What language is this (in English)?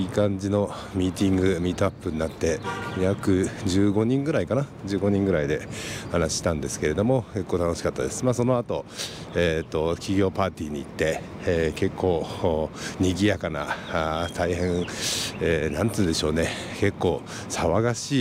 Japanese